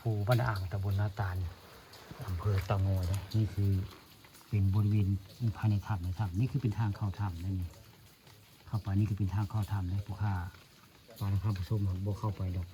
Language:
Northeastern Thai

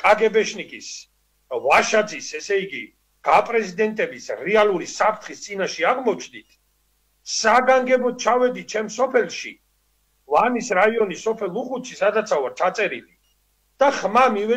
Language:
Georgian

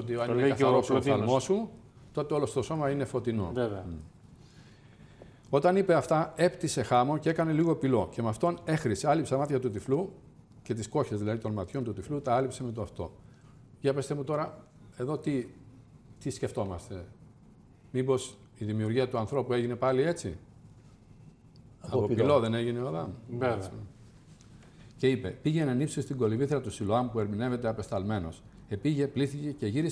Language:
Greek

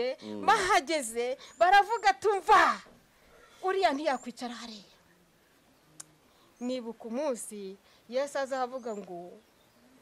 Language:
Kinyarwanda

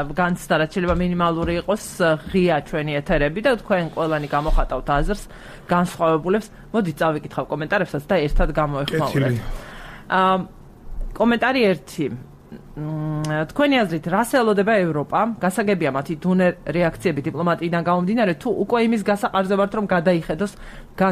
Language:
Georgian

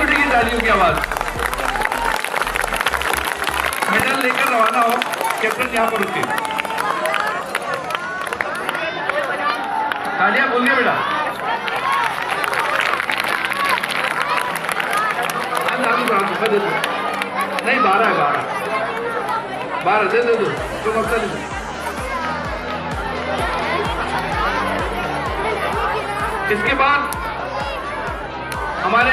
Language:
Hindi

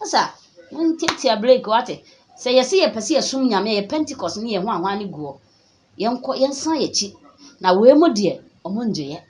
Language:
Akan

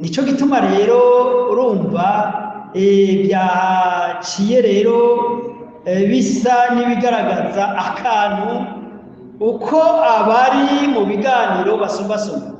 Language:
Rundi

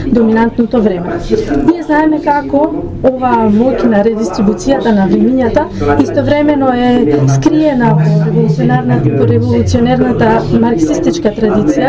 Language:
Macedonian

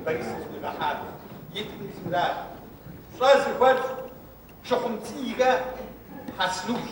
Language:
Kabardian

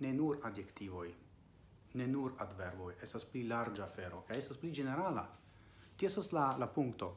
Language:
Esperanto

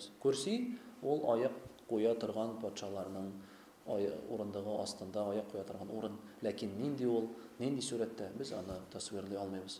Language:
Tatar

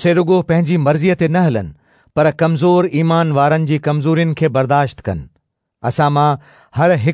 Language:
Sindhi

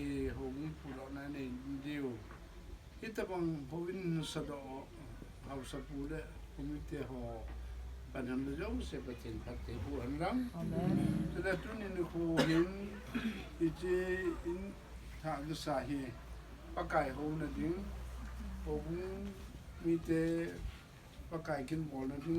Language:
Thado Chin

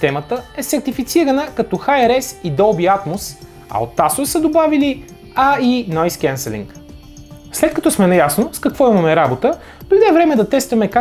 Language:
Bulgarian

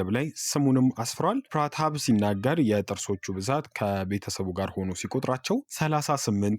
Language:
Amharic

